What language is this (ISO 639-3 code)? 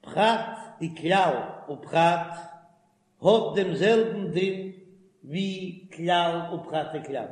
yid